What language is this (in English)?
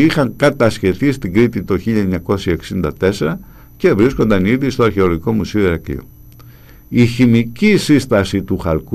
Greek